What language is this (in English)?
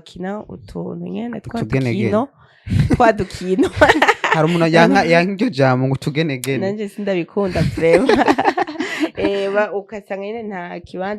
Rundi